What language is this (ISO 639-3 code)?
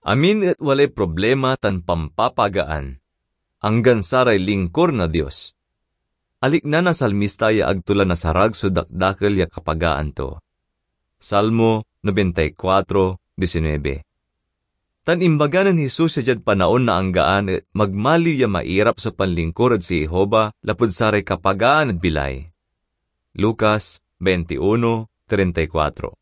pag